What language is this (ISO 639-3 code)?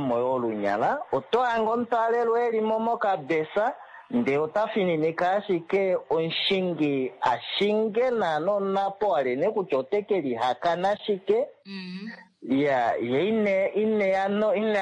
kua